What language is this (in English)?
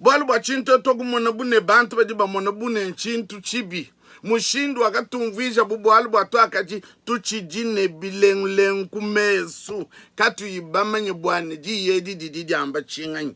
Luba-Lulua